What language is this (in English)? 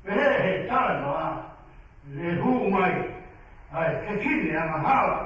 Tongan